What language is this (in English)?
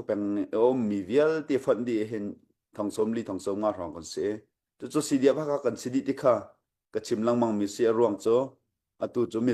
Hakha Chin